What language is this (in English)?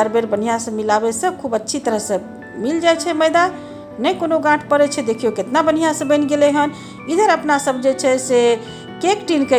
Maithili